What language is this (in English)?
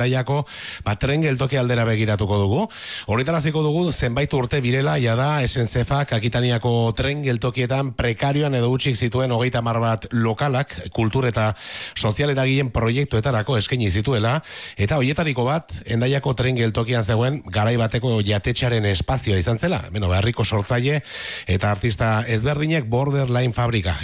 Basque